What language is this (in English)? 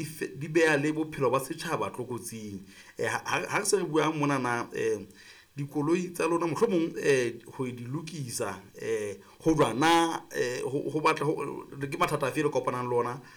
Southern Sotho